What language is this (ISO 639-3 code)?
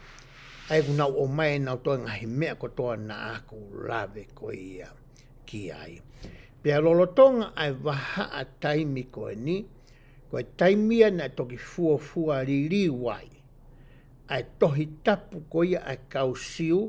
ton